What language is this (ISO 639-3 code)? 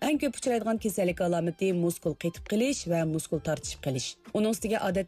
uig